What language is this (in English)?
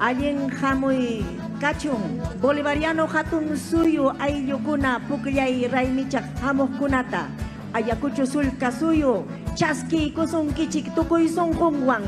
Ayacucho Quechua